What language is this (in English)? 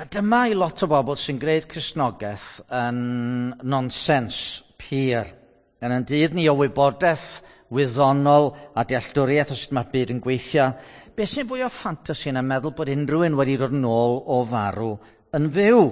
Welsh